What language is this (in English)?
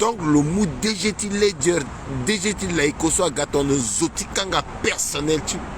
Sango